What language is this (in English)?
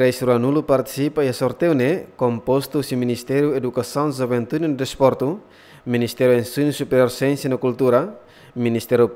Tetum